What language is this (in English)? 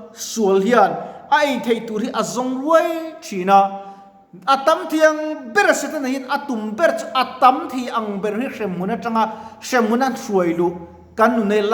Mizo